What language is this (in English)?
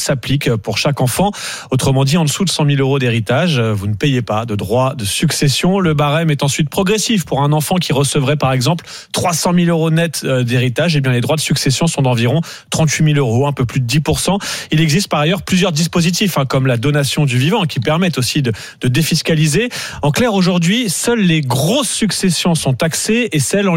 French